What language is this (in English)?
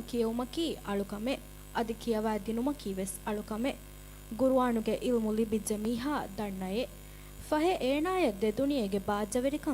Divehi